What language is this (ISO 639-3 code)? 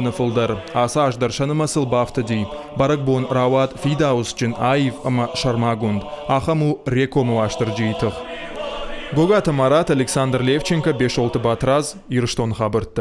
oss